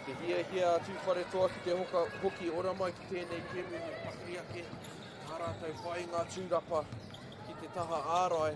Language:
Māori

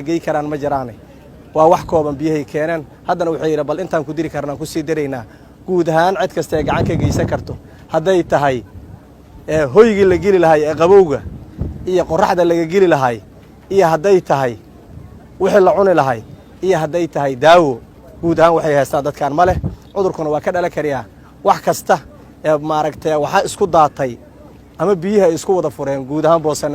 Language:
Somali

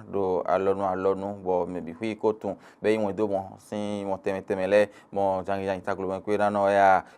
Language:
Fon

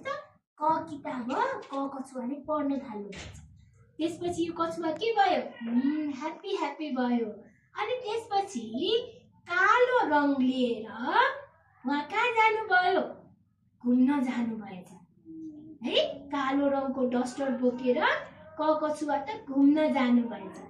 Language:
Nepali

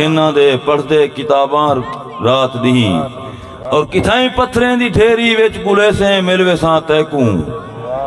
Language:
Saraiki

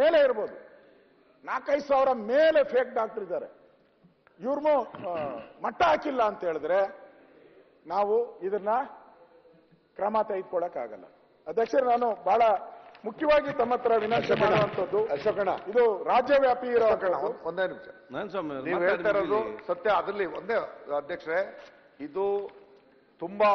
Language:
Kannada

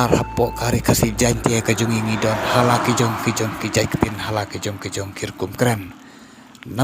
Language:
Khasi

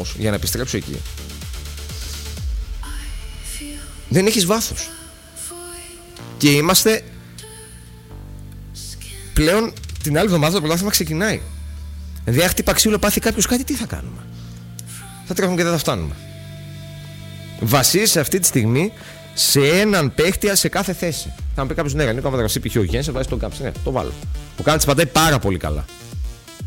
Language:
Greek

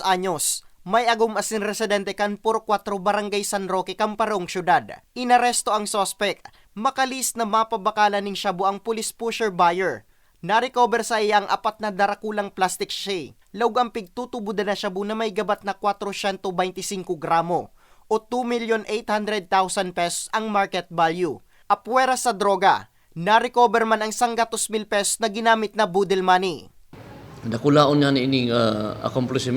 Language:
Bikol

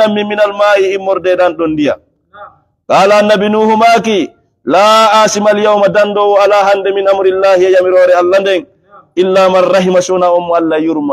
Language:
Fula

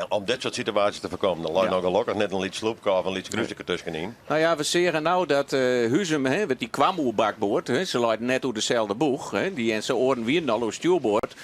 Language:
Western Frisian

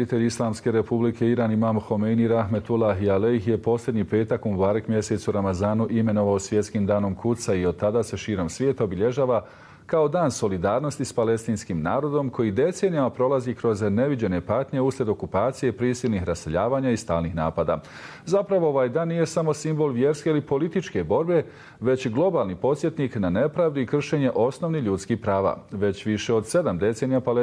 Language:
Bosnian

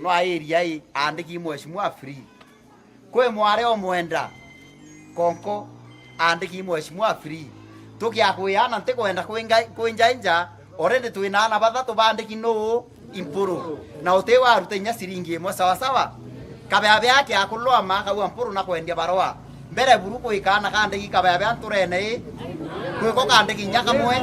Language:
Meru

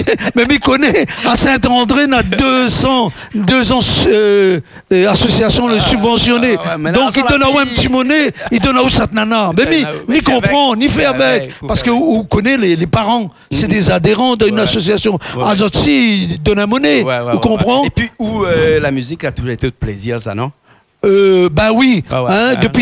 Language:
Réunion Creole French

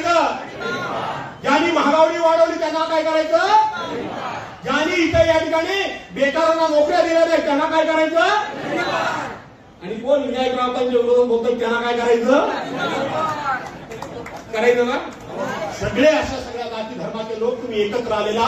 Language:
Marathi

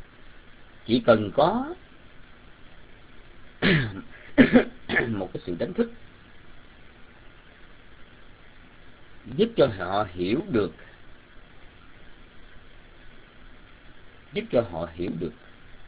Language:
Vietnamese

